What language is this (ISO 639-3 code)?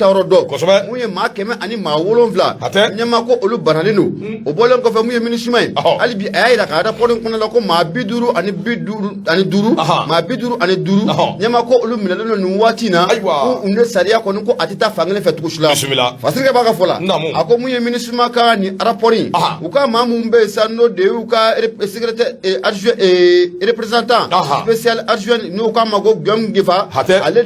bam